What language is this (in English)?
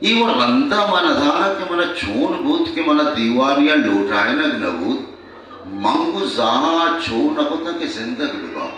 Baluchi